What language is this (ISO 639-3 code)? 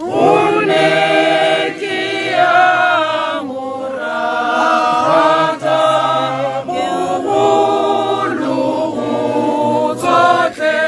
tsn